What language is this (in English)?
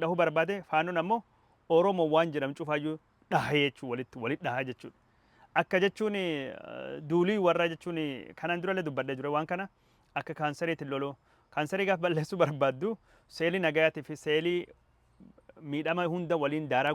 Oromo